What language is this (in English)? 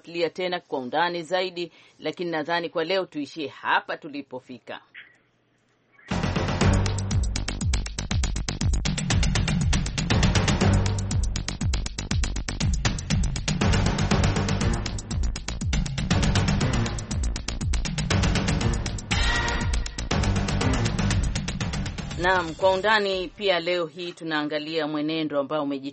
Swahili